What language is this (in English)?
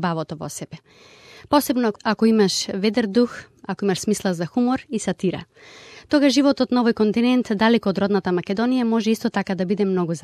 Macedonian